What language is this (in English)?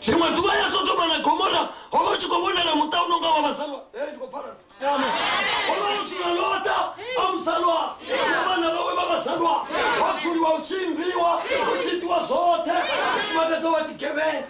Venda